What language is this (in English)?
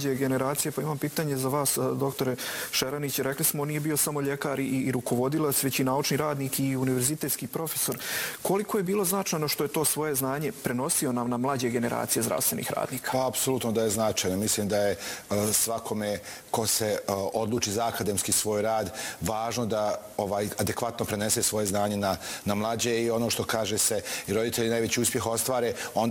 Bosnian